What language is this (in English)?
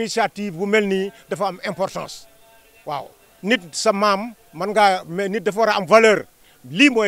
Wolof